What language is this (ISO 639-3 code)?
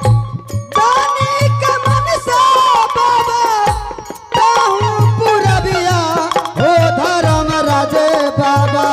anp